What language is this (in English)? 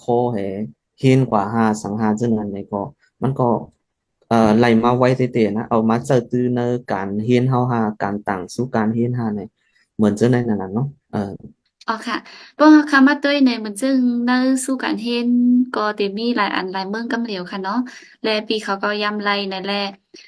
Shan